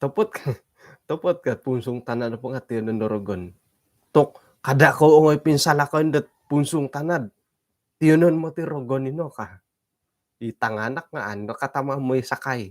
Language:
Central Dusun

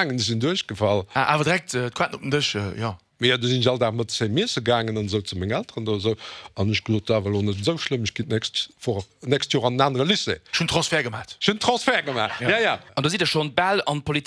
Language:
Luxembourgish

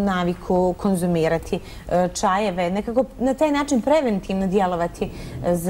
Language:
Bosnian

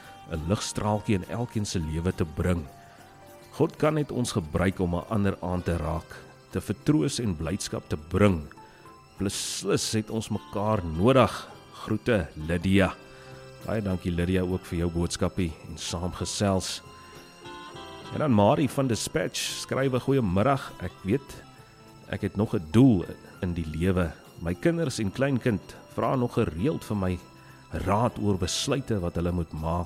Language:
Afrikaans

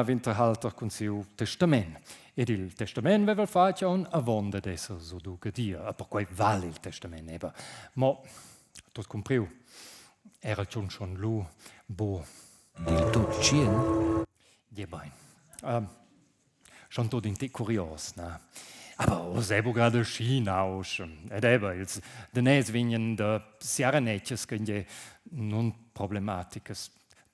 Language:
Romansh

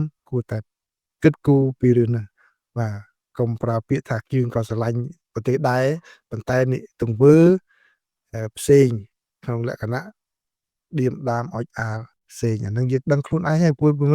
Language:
Khmer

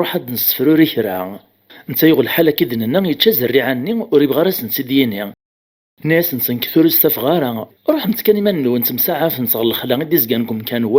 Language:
Kabyle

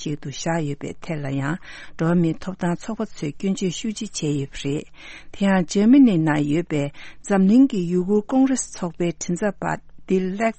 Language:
Tibetan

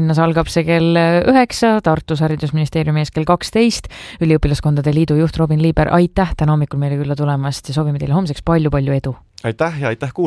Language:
Estonian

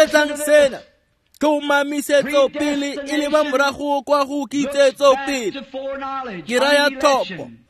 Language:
Tswana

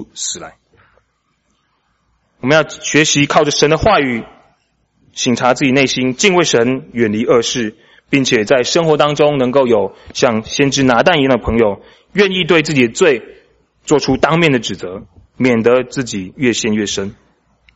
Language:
Chinese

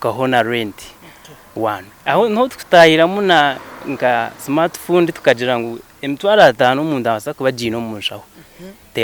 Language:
Nyankole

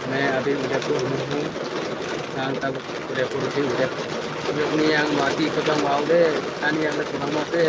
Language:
Kok Borok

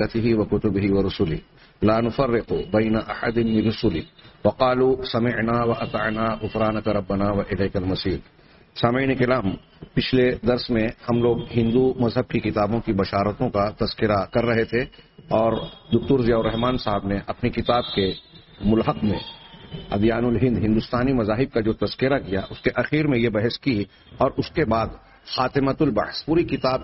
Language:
Urdu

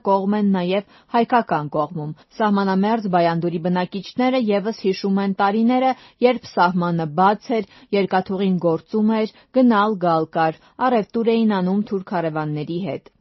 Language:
Armenian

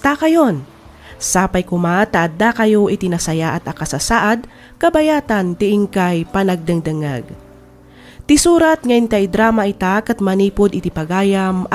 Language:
Iloko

